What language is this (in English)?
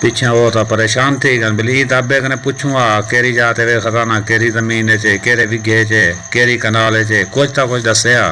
Saraiki